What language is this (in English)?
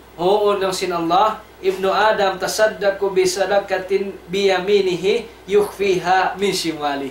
Tausug